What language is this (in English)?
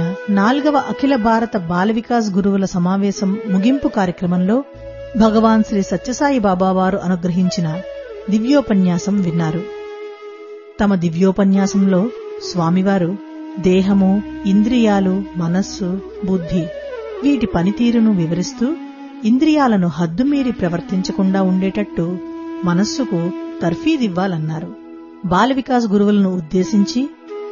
Telugu